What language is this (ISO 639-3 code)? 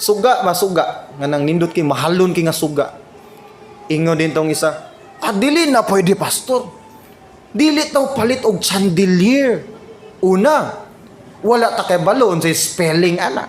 ceb